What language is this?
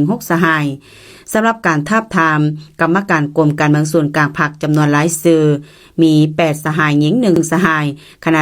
Lao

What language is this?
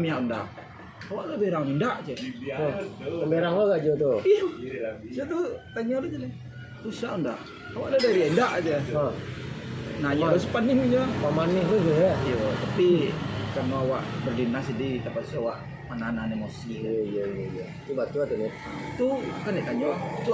Minangkabau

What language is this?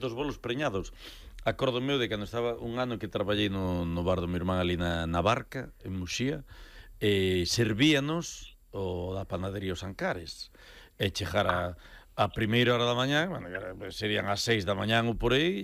Galician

